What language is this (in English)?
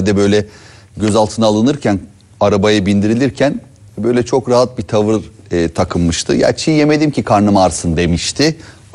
Turkish